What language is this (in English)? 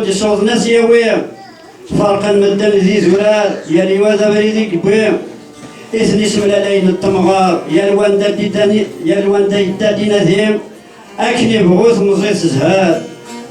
Kabyle